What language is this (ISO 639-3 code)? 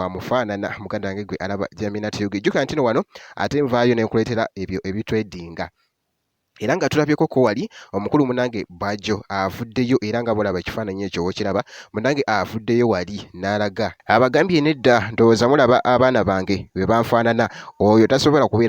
lug